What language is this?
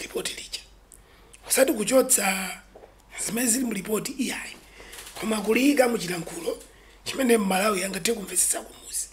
Nyanja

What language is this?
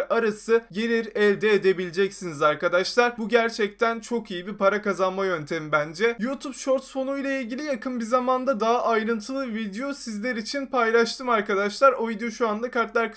Turkish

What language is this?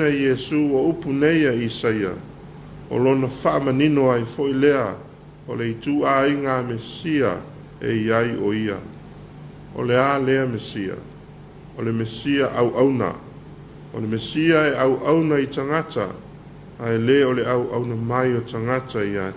Samoan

